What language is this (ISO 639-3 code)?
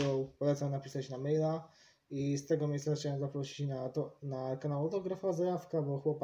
pol